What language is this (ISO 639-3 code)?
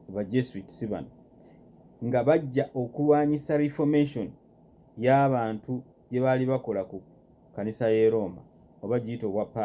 lug